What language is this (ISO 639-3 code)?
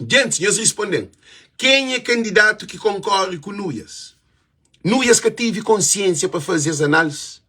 kea